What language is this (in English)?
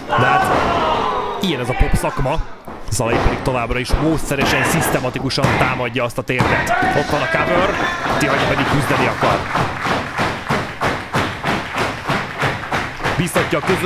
Hungarian